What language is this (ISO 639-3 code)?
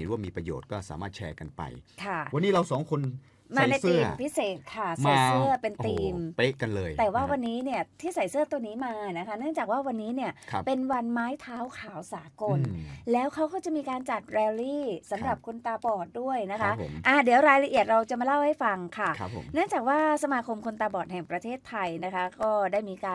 tha